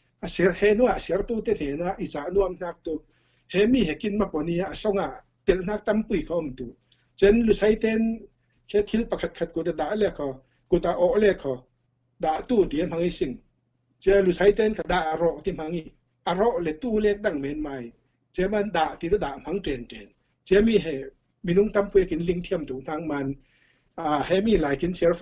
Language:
Falam Chin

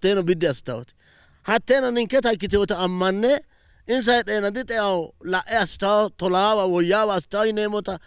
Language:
Sidamo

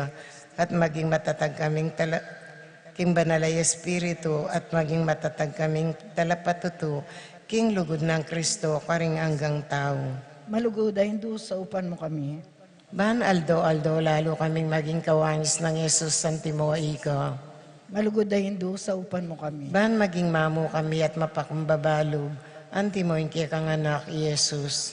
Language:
Pampanga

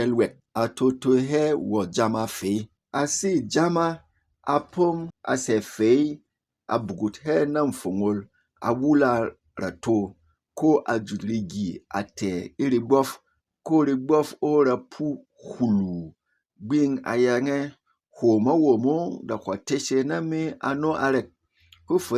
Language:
Berom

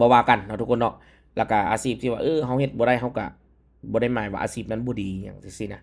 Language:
Lao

